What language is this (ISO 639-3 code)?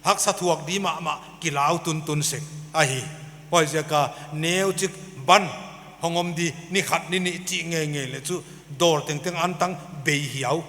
pck